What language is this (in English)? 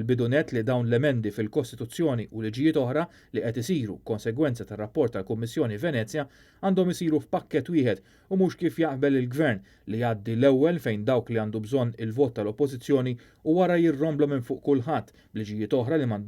Maltese